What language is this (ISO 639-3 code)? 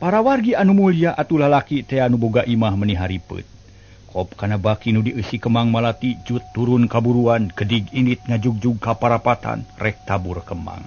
sun